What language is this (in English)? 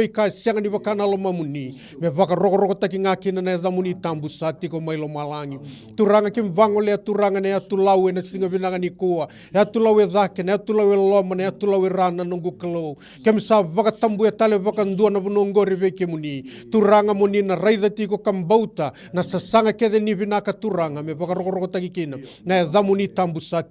Fijian